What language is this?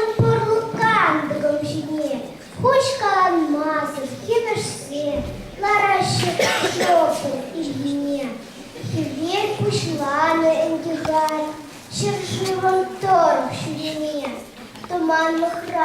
Chuvash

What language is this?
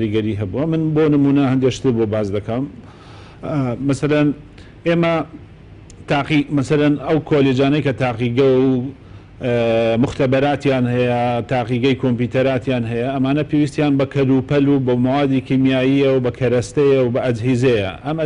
Central Kurdish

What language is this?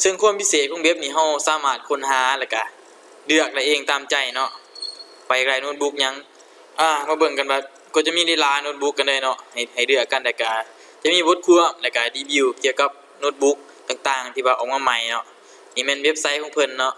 Lao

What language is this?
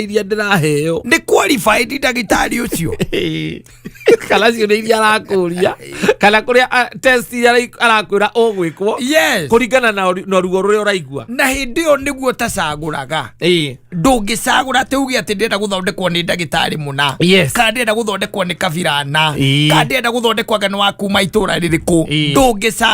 Kikuyu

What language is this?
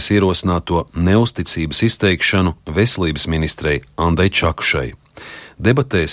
Latvian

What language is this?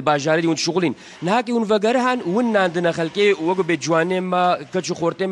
Kurdish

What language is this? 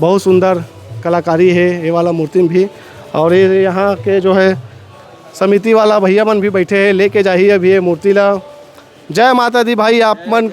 Chhattisgarhi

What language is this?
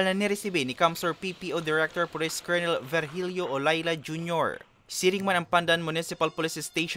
Bikol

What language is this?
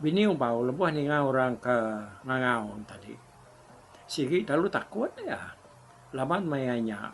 Iban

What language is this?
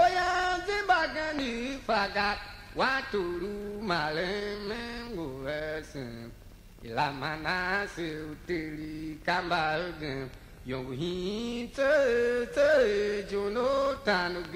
Tiv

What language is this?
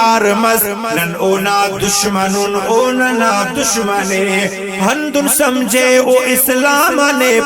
Brahui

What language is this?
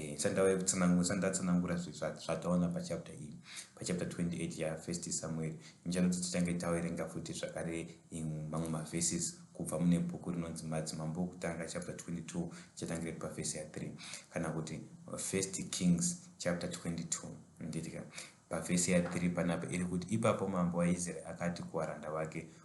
Shona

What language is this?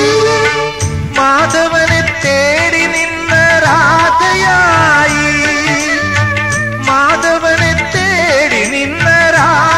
Malayalam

